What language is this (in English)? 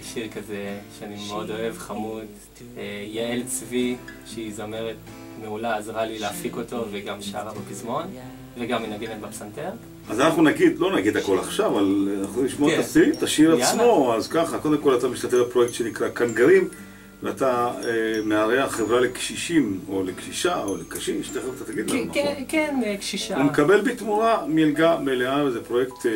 Hebrew